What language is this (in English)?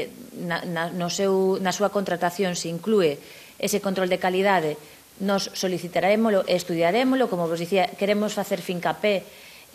Galician